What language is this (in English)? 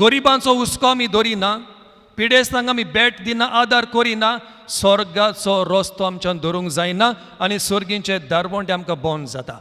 Konkani